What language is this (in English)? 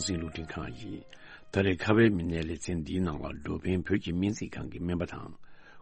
Tibetan